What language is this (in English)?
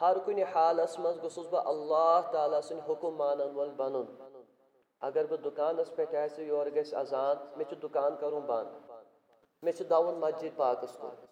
Kashmiri